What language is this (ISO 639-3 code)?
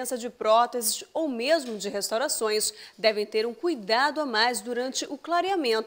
por